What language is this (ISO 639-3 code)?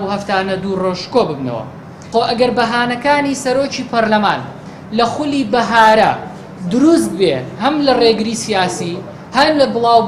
ckb